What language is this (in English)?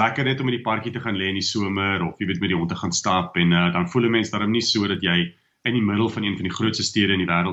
Afrikaans